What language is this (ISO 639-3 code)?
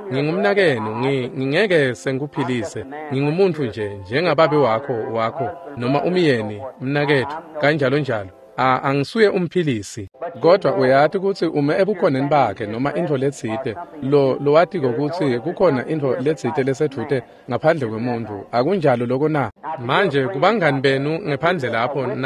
ssw